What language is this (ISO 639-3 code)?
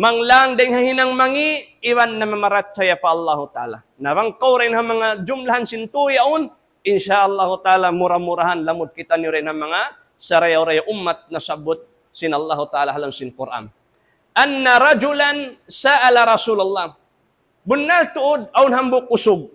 tsg